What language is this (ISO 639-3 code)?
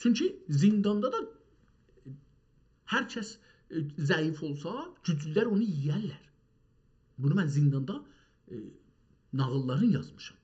azb